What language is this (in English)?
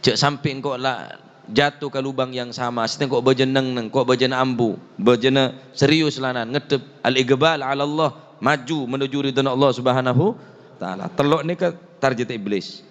Madurese